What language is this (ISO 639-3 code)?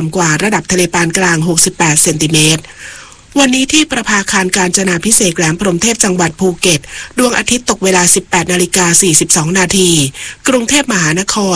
tha